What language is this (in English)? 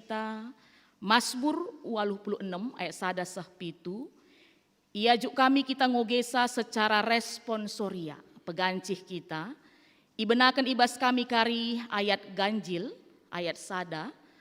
Batak Karo